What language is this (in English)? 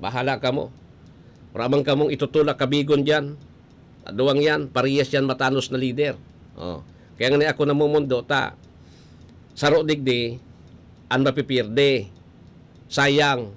Bikol